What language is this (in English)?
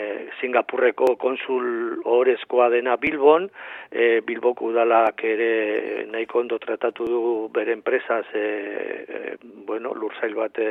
Basque